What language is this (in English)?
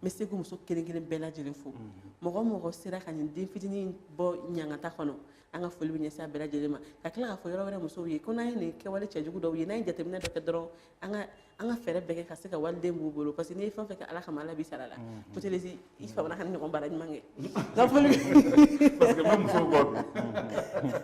Bambara